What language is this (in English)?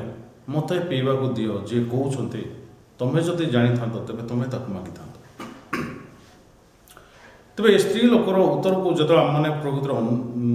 Odia